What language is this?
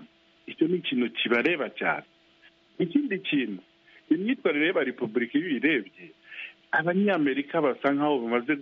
Kinyarwanda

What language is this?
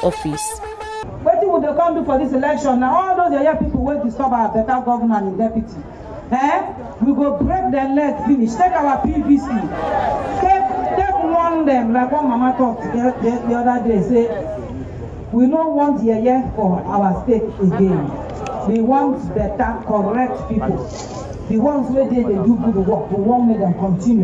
Nigerian Pidgin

